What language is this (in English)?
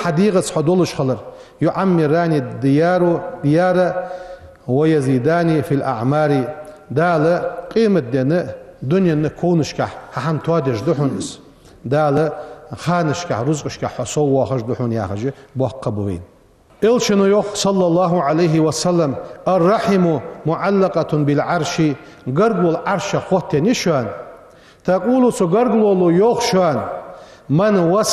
Ingush